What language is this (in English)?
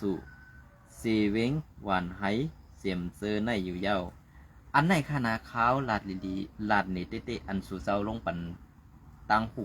Shan